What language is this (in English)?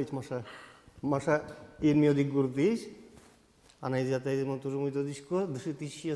Udmurt